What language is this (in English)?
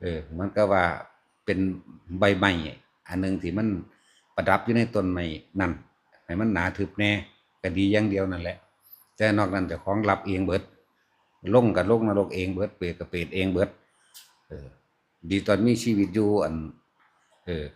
Northeastern Thai